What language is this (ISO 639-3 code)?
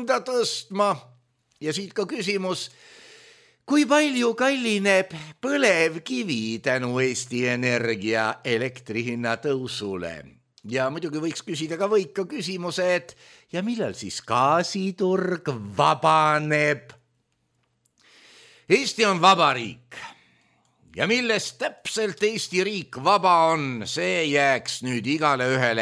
est